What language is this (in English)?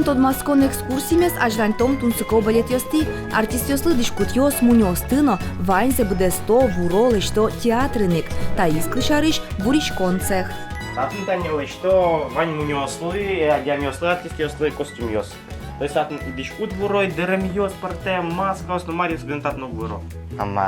Udmurt